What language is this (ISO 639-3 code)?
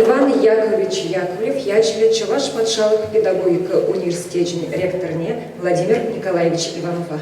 chv